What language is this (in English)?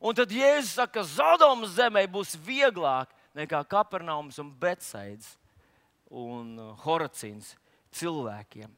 Latvian